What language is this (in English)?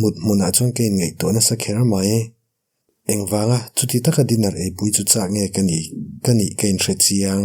Mizo